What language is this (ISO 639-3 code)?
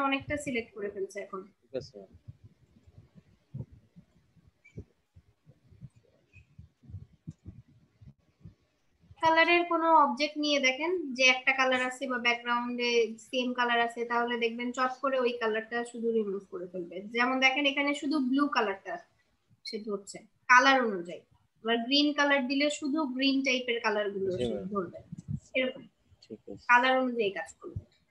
ben